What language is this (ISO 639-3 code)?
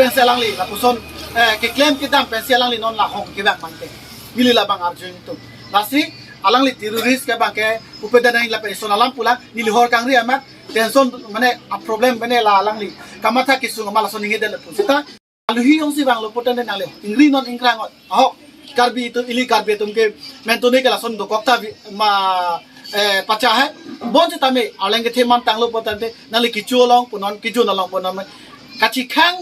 mjw